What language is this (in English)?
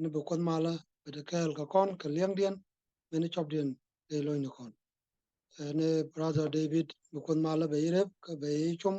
Nuer